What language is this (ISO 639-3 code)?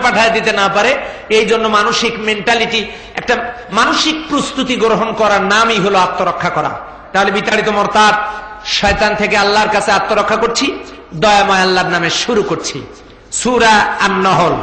ben